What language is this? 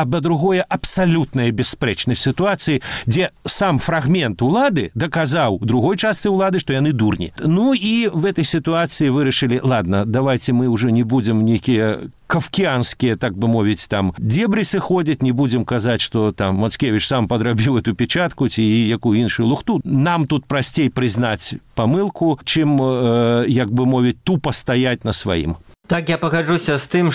Belarusian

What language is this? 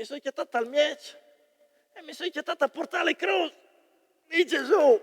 Friulian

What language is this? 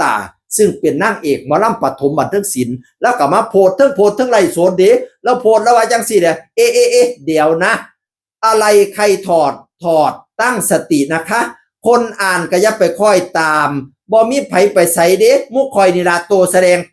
Northeastern Thai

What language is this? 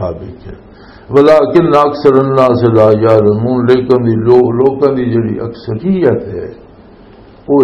Western Panjabi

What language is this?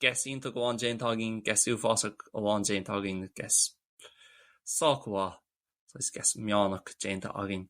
Irish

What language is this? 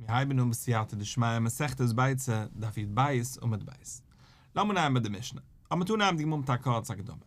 Yiddish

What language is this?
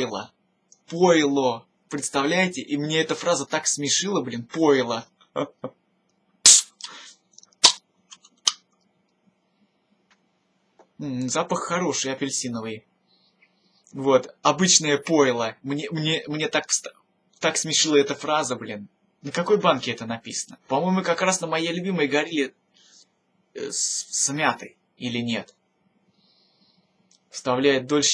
Russian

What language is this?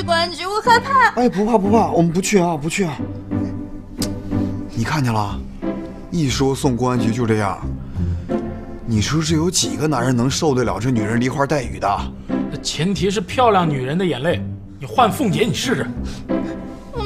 Chinese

